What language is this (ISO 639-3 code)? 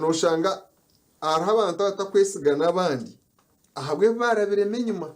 nyn